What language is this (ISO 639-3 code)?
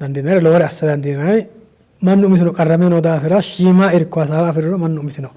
sid